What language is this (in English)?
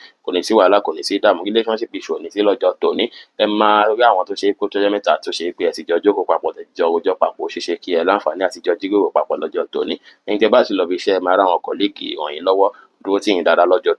Yoruba